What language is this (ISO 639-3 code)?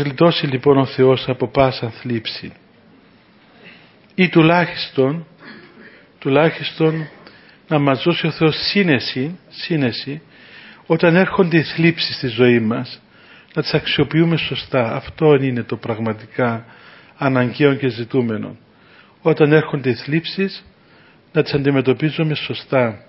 ell